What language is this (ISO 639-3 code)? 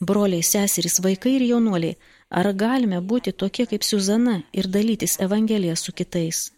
lit